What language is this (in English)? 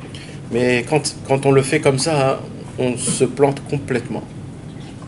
French